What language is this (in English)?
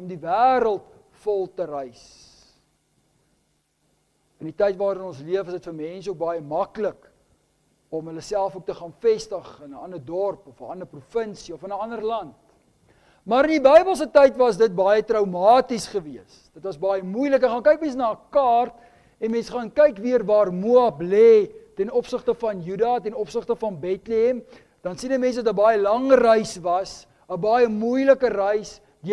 Afrikaans